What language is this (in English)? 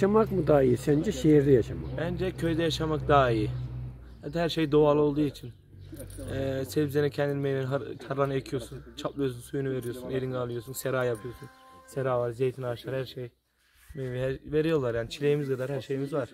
Turkish